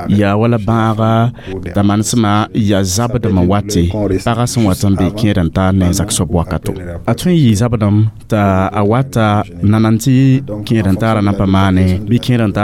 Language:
Mossi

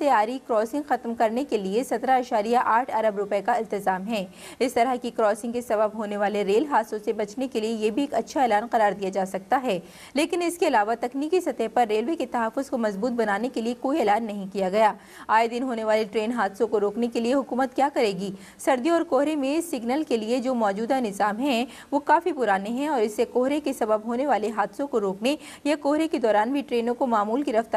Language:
Urdu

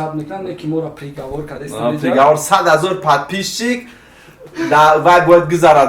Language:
Tajik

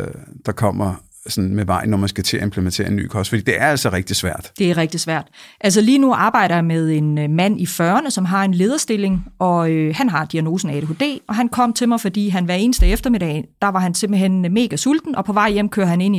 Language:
Danish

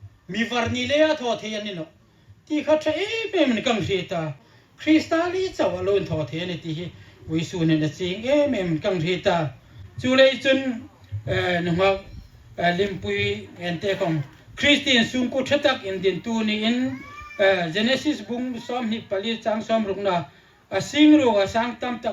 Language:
Hmar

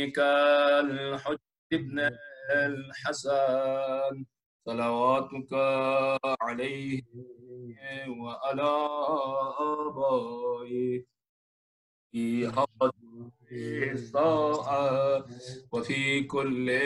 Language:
Urdu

